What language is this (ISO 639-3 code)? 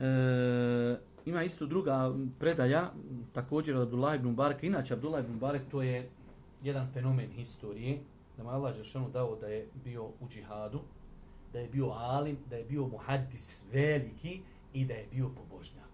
bos